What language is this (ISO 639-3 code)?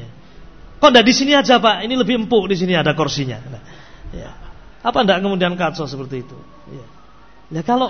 ind